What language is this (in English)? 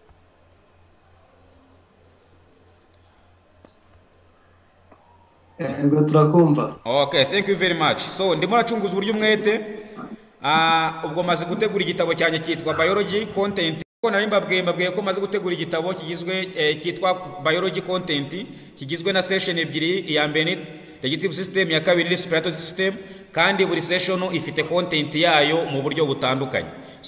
Kinyarwanda